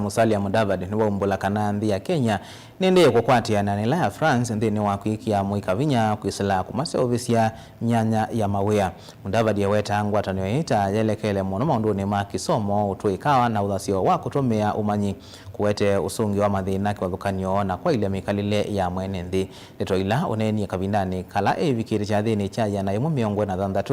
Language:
Kamba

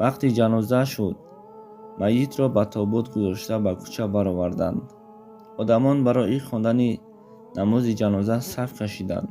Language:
Tajik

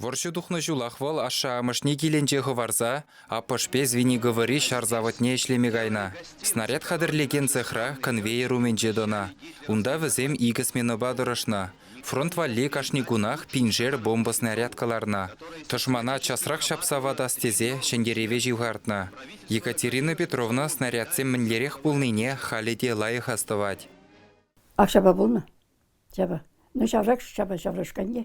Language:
Chuvash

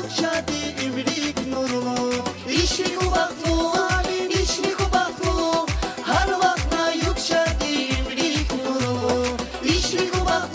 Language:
Tabassaran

